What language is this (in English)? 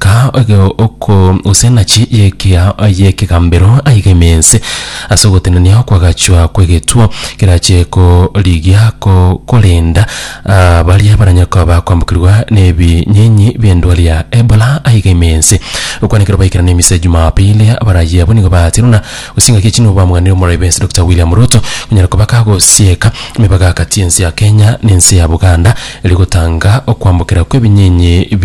Gusii